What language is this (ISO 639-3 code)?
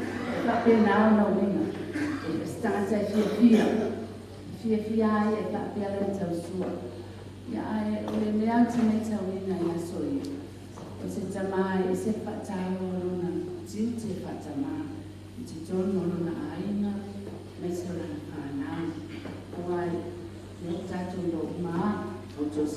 smo